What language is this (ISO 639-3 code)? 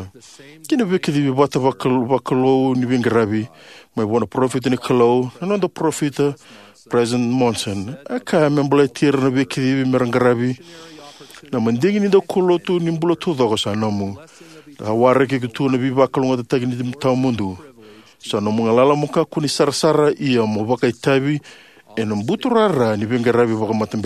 fij